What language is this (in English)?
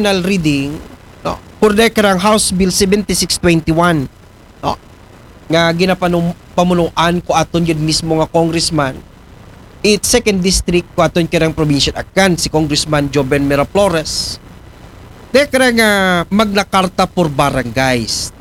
Aklanon